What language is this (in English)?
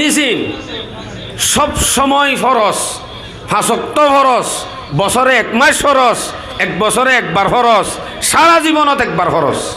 Rohingya